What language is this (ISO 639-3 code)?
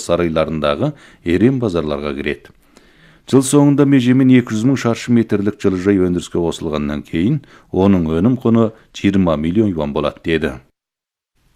kaz